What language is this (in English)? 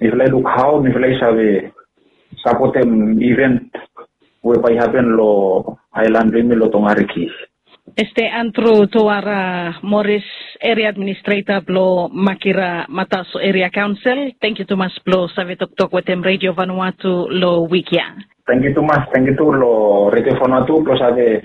Bislama